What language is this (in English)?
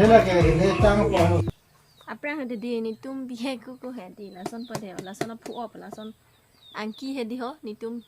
Karbi